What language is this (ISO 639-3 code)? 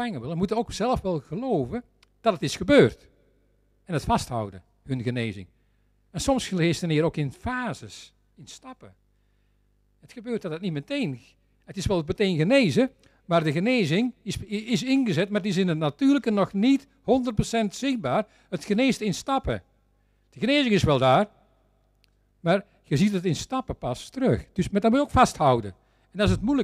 nld